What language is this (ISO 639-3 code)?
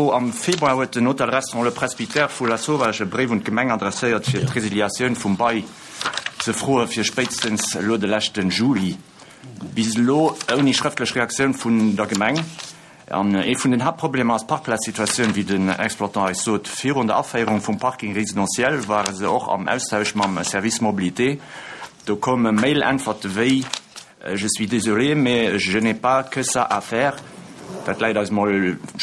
ltz